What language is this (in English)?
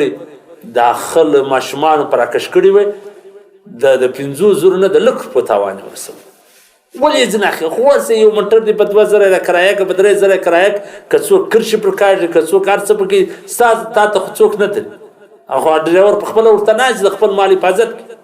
Pashto